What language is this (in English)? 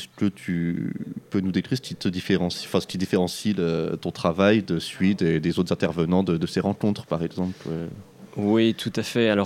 French